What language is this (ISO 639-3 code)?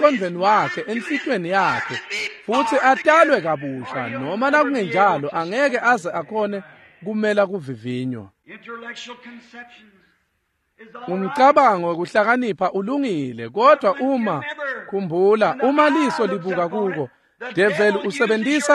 ssw